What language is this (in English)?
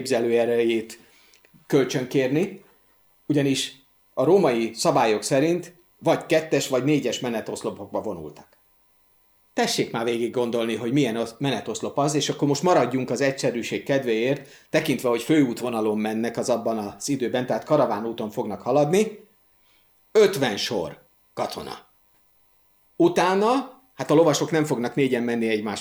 Hungarian